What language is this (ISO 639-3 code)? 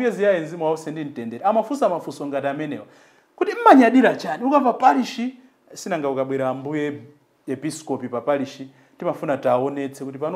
nya